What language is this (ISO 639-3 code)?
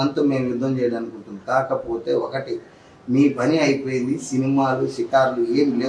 tel